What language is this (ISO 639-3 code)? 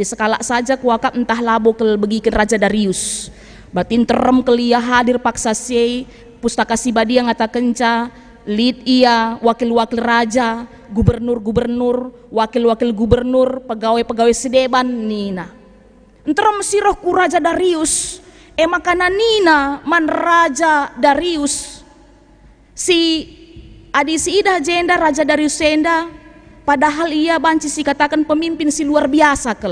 btx